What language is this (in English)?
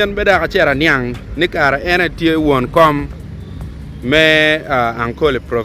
Acoli